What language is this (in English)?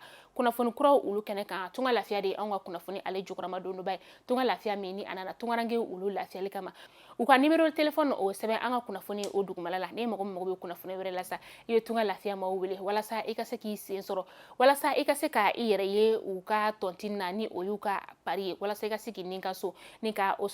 Bambara